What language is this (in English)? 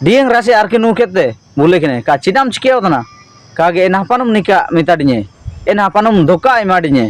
Ho